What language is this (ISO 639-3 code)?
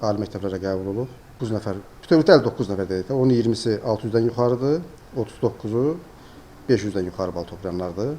aze